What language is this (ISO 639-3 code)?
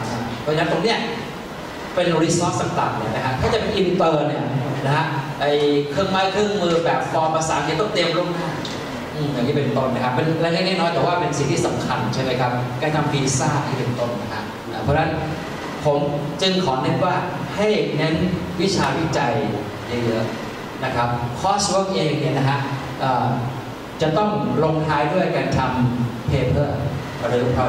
tha